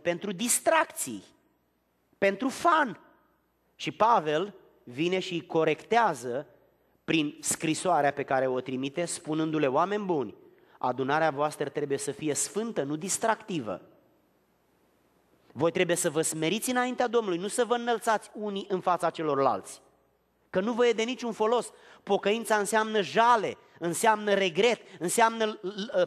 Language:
Romanian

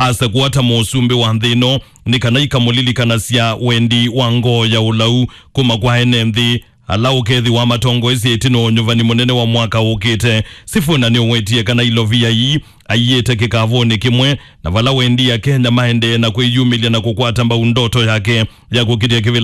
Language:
Kamba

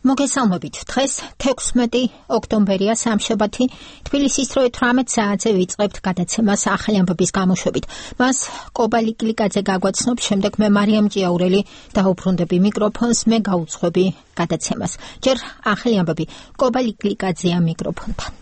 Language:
Georgian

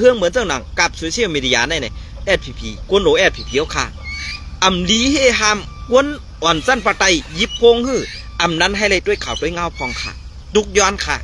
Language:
Shan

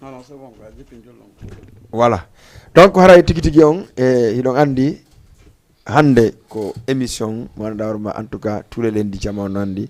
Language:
Fula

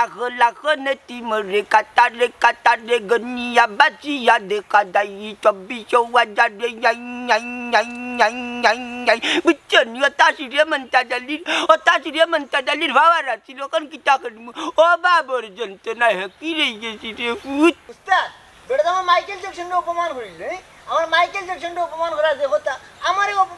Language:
Sylheti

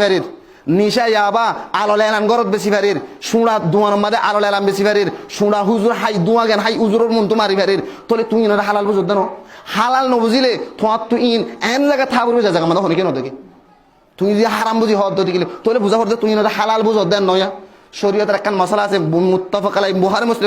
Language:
Rohingya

